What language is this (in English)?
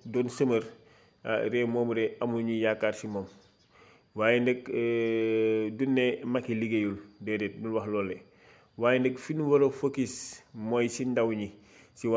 Wolof